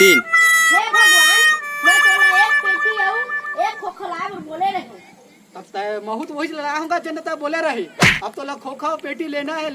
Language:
Chhattisgarhi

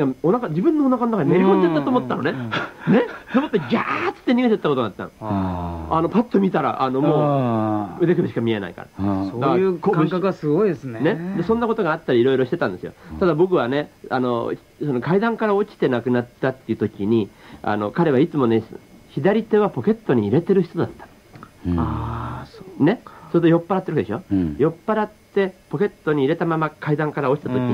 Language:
Japanese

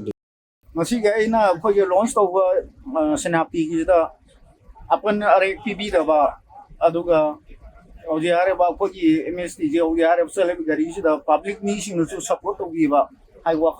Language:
Manipuri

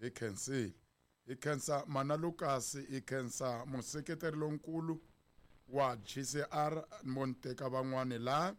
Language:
Tsonga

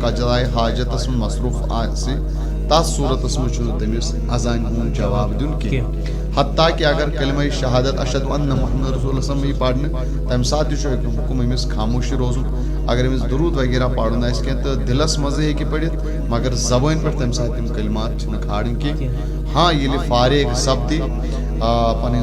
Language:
Kashmiri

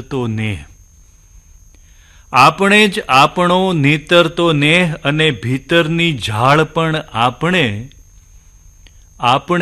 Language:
Gujarati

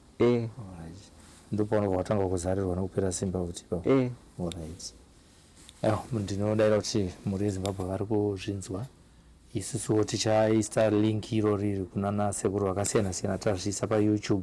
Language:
Shona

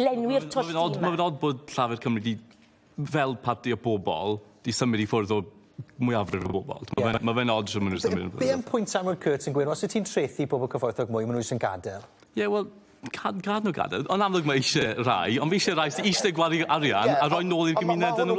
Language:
Welsh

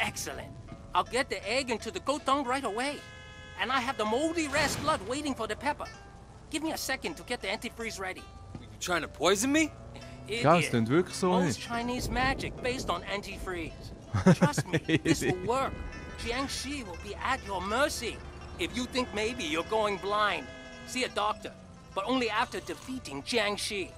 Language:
Swiss German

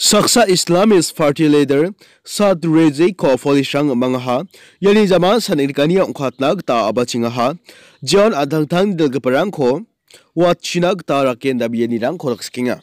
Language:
Garo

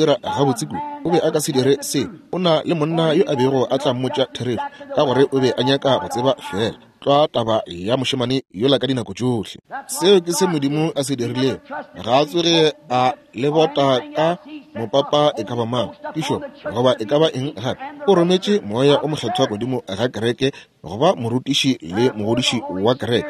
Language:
Northern Sotho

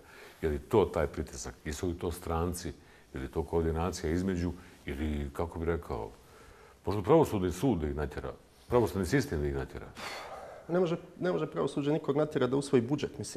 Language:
Bosnian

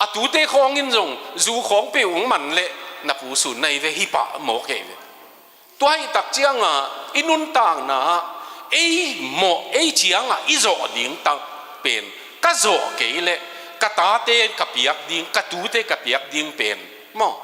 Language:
Tedim Chin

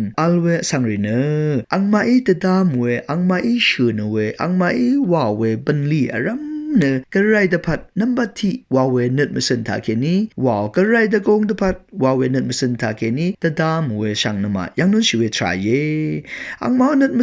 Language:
Rawang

